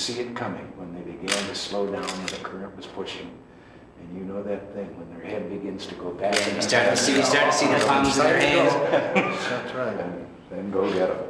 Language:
English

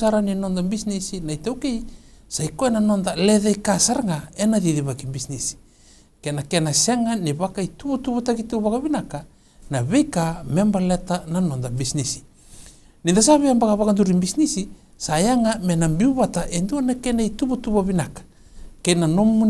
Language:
Fijian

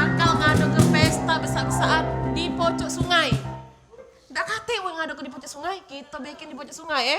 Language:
Musi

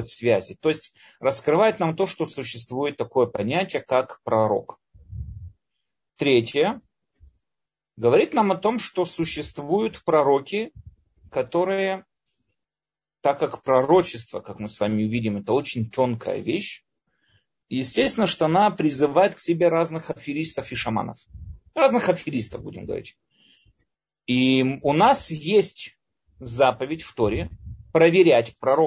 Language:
Russian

